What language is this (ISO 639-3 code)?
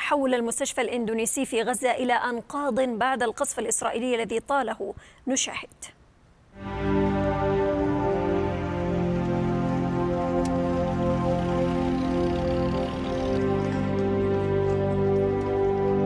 ara